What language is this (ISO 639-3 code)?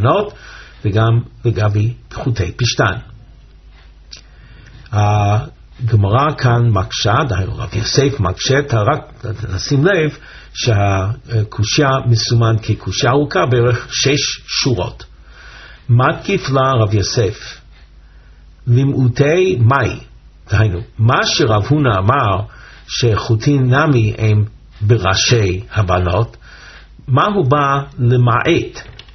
heb